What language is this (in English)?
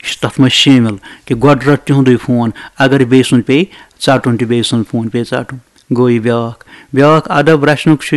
Kashmiri